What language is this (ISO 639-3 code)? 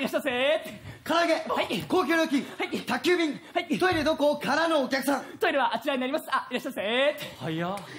jpn